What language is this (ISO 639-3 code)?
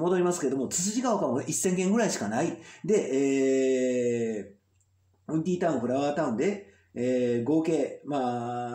jpn